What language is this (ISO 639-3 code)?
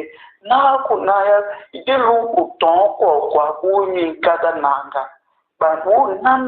tiv